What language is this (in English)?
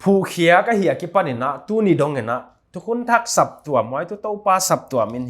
Paite Chin